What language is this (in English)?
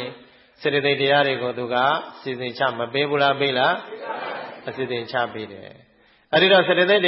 Burmese